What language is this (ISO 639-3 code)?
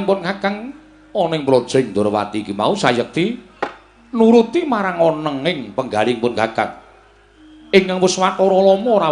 jav